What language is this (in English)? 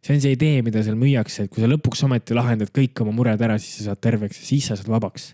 Estonian